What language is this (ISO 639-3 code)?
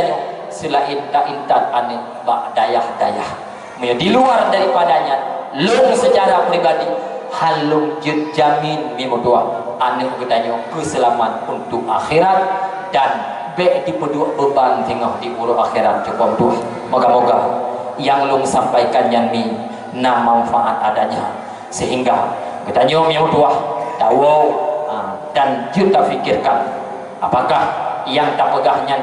ace